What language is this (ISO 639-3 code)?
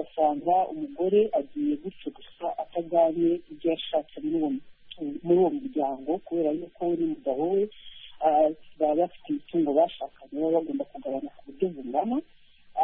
kin